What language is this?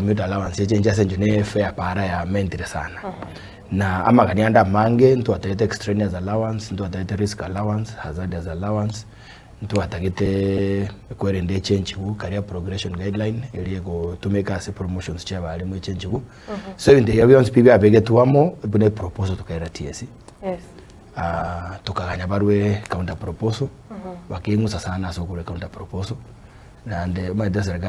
Gusii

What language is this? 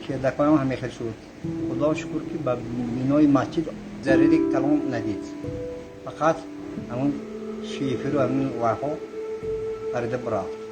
Tajik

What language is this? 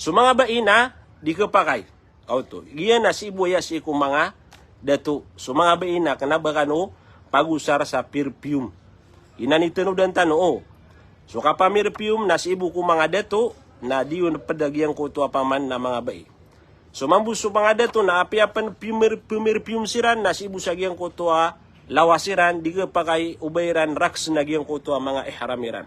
Maranao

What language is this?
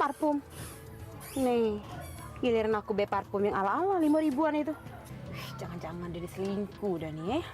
Musi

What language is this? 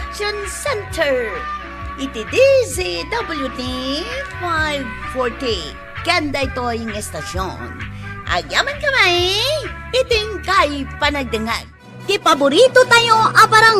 Iloko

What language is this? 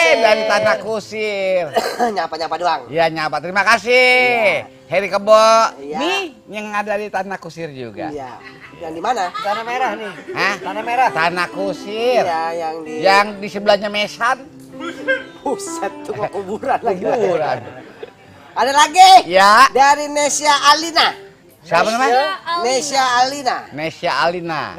Betawi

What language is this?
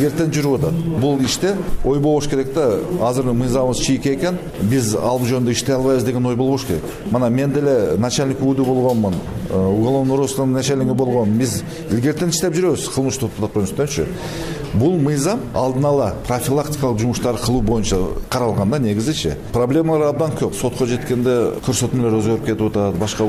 Kyrgyz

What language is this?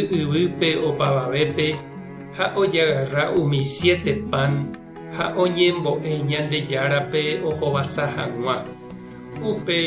Guarani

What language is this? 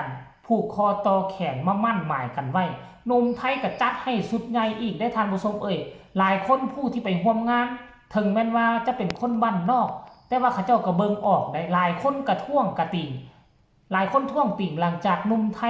Northeastern Thai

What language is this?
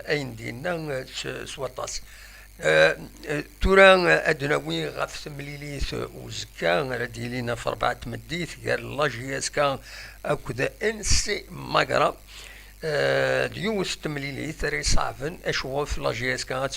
Kabyle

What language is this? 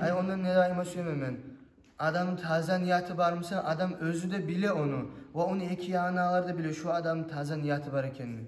Kumyk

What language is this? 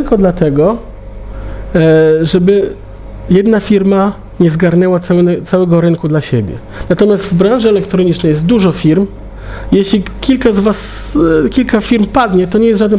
Polish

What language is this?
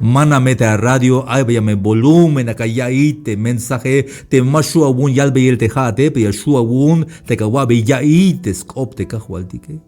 Tzeltal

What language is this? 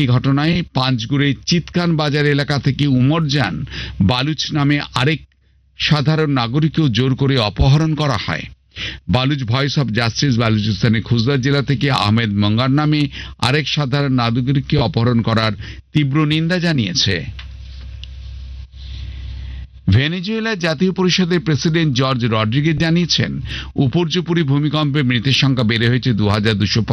Bangla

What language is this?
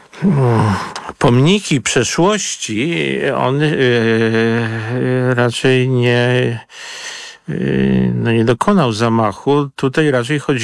Polish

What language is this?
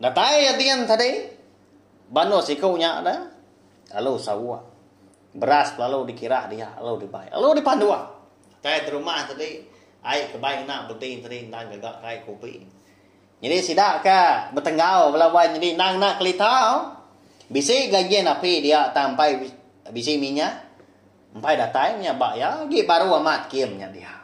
Iban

